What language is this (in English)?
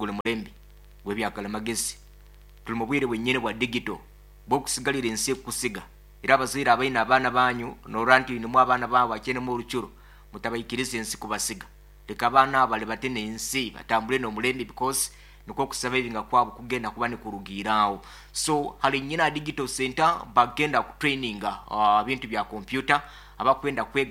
Nyoro